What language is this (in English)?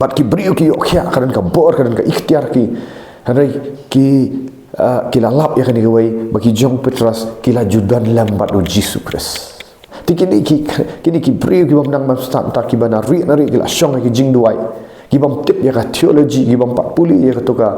Khasi